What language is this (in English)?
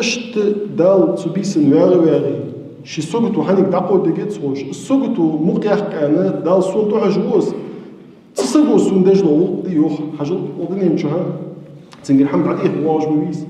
Ingush